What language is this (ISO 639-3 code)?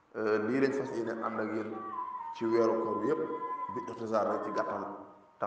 wol